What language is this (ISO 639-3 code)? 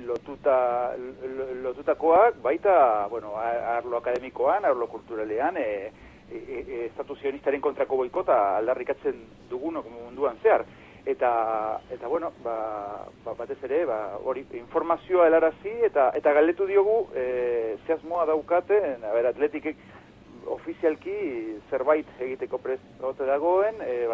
eus